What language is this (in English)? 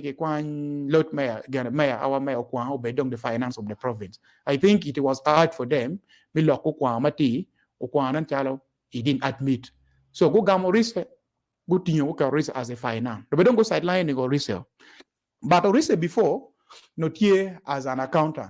Acoli